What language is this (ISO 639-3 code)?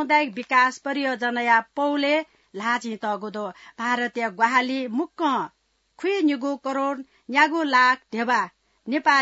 new